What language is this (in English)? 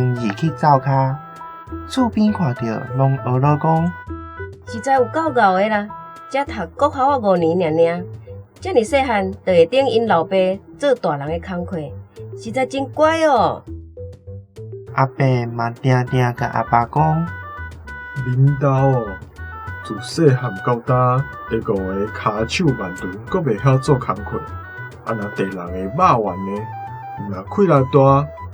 Min Nan Chinese